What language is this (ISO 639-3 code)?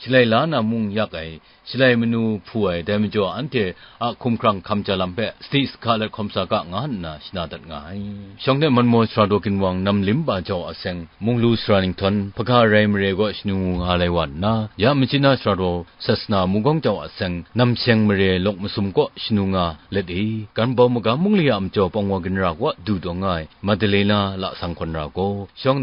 kac